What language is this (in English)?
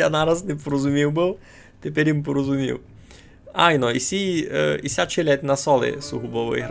Rusyn